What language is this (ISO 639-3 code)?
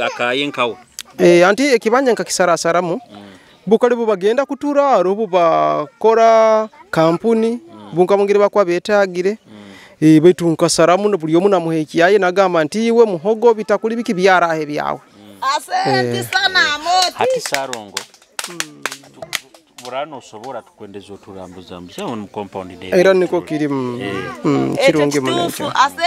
nyo